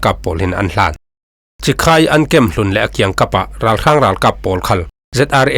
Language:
Falam Chin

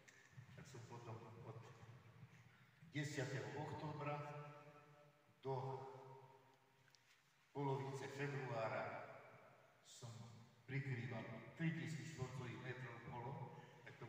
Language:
Slovak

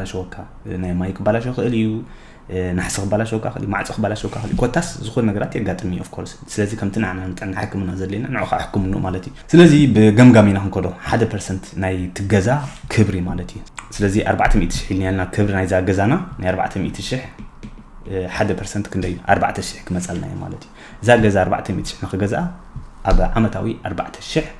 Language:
Tigrinya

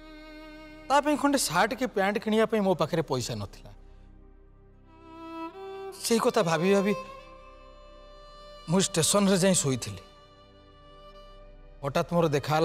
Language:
Odia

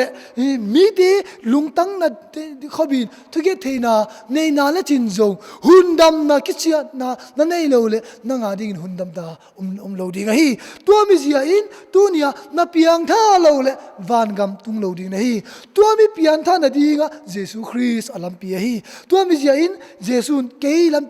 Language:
Tedim Chin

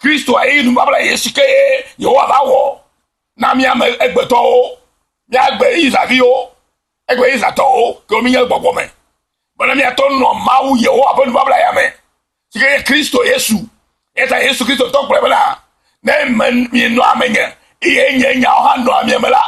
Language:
Ewe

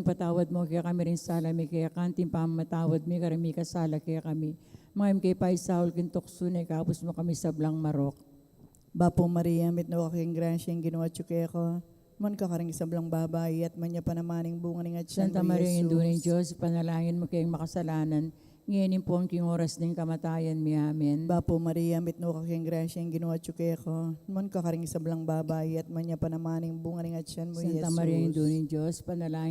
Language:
Pampanga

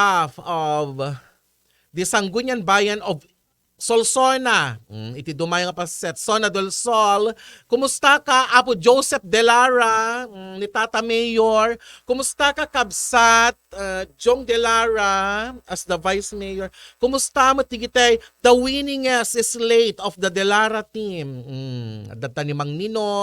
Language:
Iloko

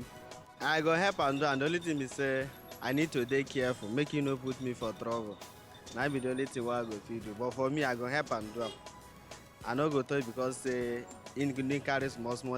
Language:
Nigerian Pidgin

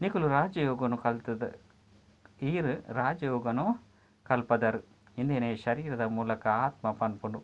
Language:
Tulu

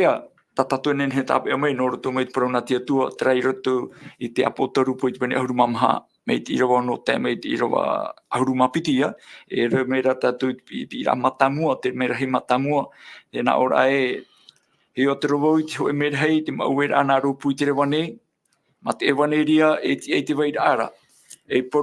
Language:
Tahitian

